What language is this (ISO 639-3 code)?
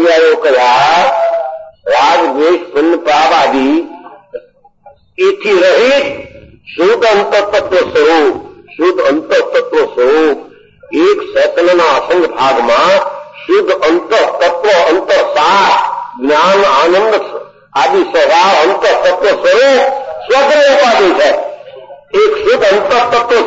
guj